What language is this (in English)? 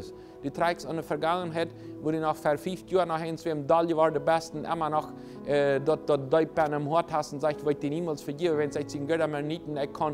Plautdietsch